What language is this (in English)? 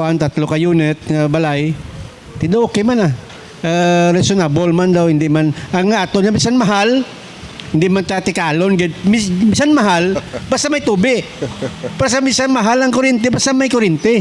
Hiligaynon